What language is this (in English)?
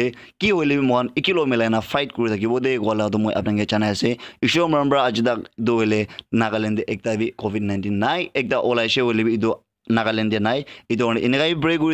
Naga Pidgin